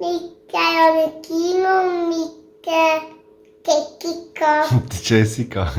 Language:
Swiss German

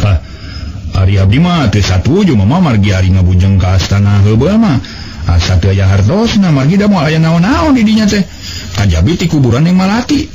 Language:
Sundanese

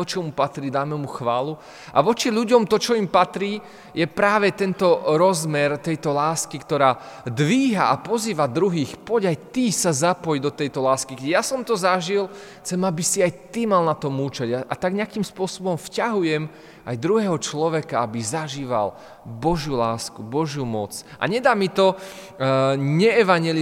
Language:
Slovak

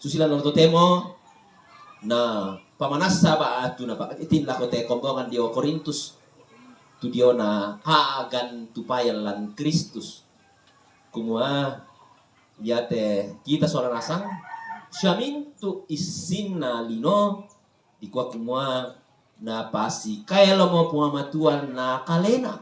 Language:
Toraja-Sa'dan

